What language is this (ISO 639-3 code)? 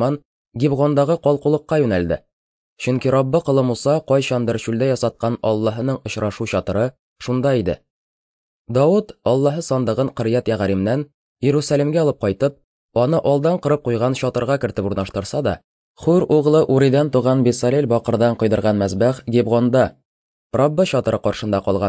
tat